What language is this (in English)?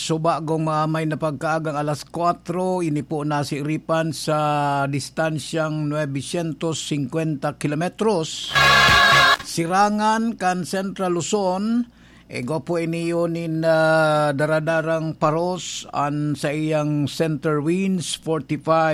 Bikol